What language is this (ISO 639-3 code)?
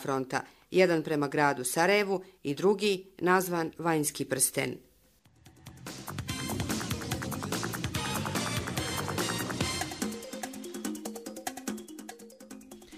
bos